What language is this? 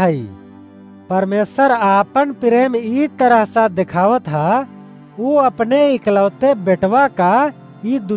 Awadhi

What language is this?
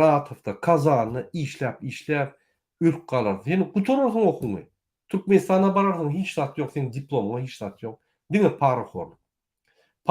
Turkmen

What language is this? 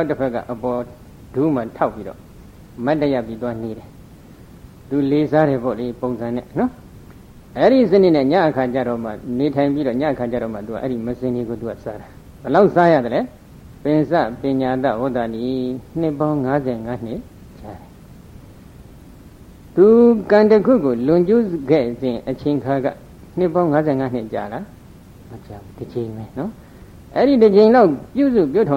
Burmese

